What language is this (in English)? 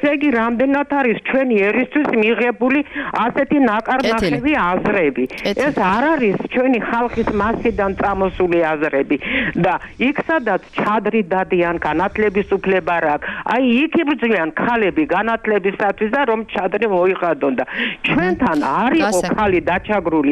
Georgian